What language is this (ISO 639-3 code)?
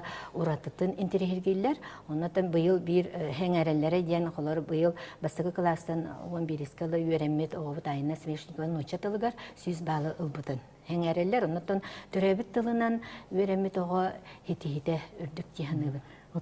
sah